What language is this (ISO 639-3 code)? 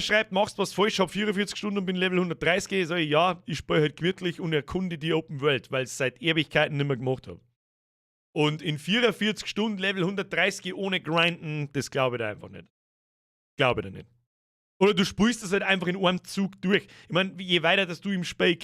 bar